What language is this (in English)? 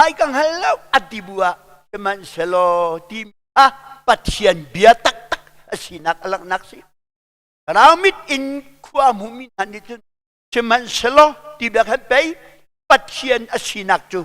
Hakha Chin